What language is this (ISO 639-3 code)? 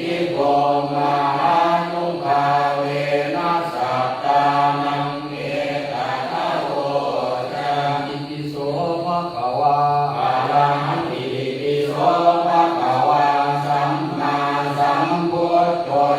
pli